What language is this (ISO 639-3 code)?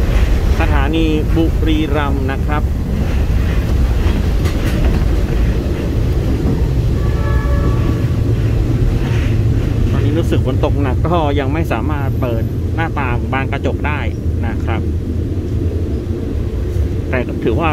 tha